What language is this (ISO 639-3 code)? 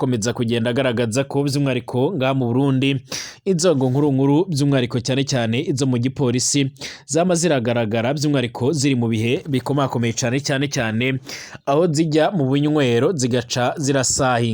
run